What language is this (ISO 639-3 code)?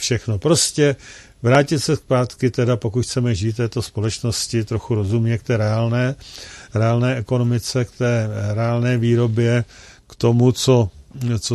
ces